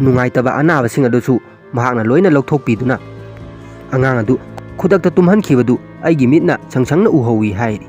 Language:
Manipuri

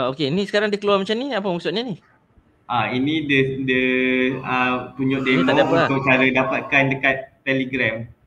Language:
Malay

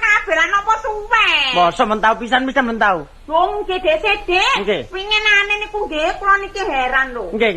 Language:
Javanese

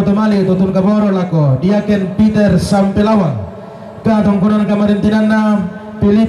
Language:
Toraja-Sa'dan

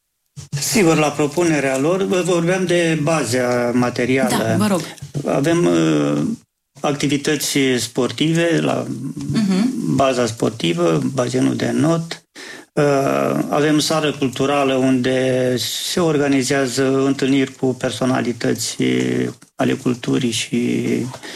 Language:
Romanian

